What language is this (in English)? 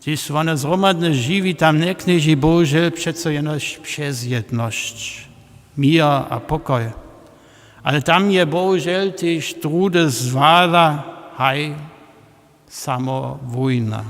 Upper Sorbian